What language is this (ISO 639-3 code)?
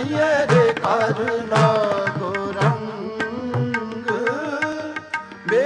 pan